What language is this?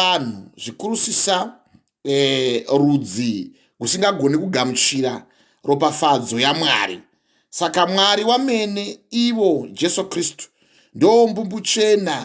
Shona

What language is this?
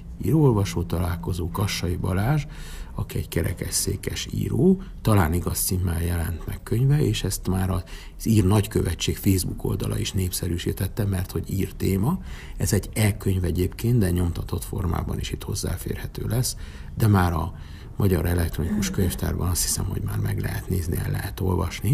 Hungarian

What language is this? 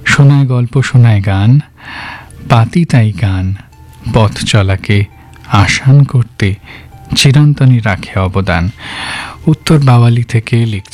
Bangla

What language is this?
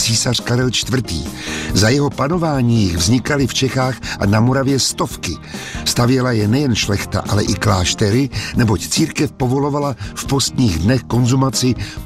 Czech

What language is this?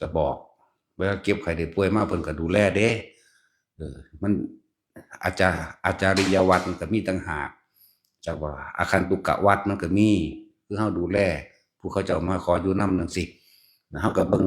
Northeastern Thai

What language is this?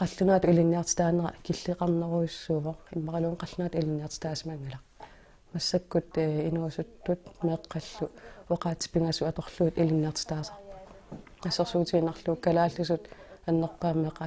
Kalaallisut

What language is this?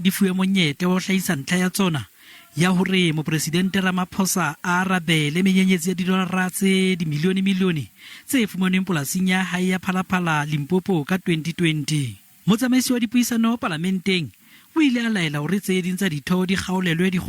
Southern Sotho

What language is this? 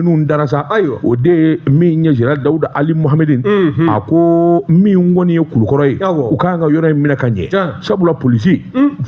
Bambara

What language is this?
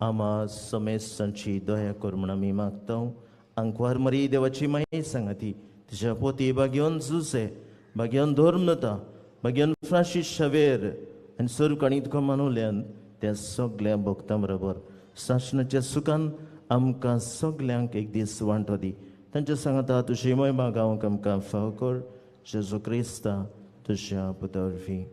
Konkani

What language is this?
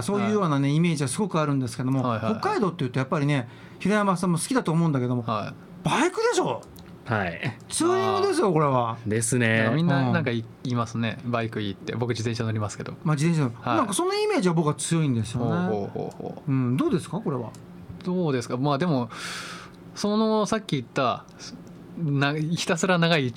Japanese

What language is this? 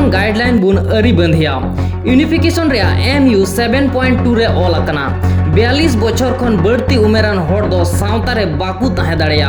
Santali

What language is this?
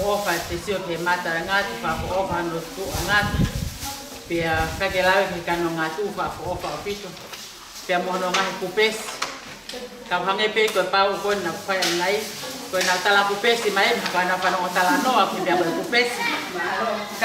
Tongan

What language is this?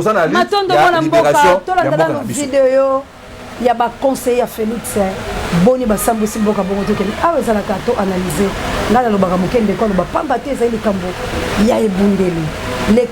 Lingala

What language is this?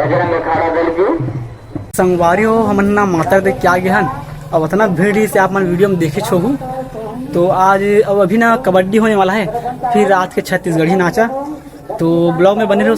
Chhattisgarhi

